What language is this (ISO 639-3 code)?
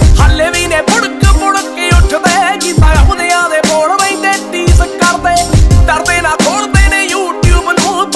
pan